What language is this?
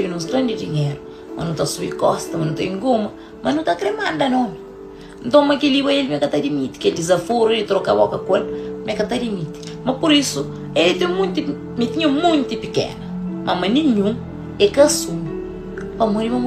Kabuverdianu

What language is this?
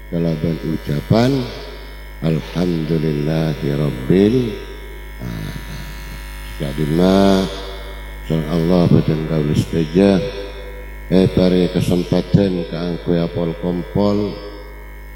Madurese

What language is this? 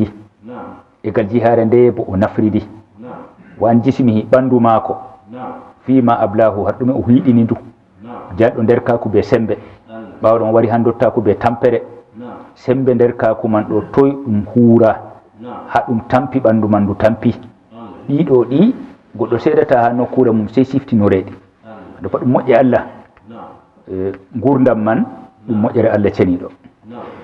Fula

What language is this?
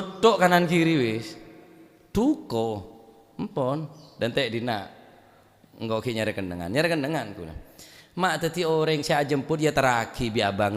Madurese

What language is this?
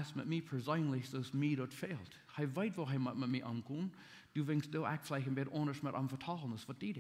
Plautdietsch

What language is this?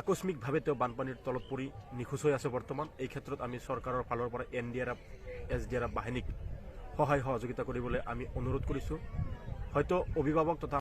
Assamese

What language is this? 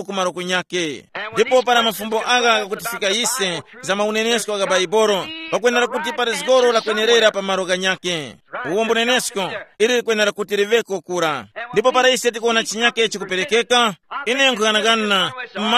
Tumbuka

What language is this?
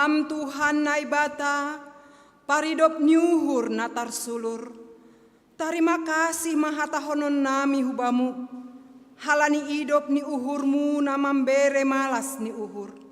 Batak Simalungun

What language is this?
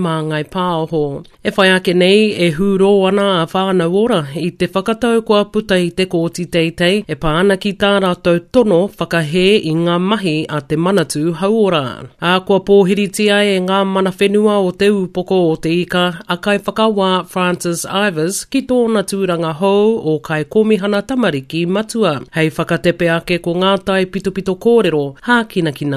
Māori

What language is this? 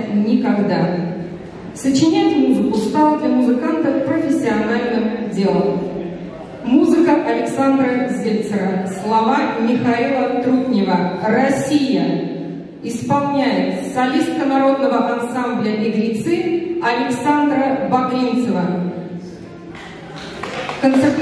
Russian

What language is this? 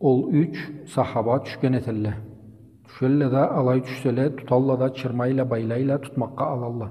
Karachay-Balkar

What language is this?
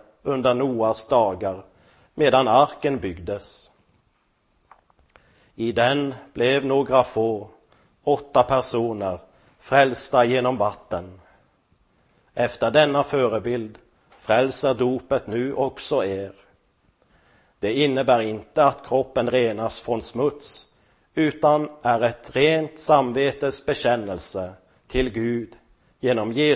Swedish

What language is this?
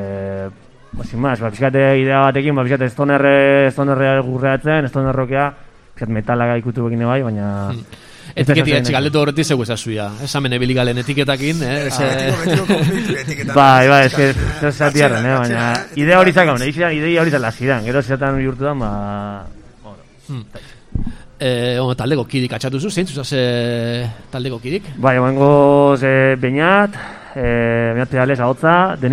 Basque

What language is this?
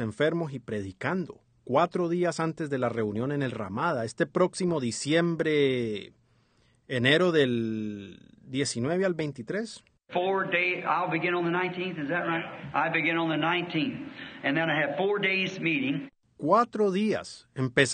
Spanish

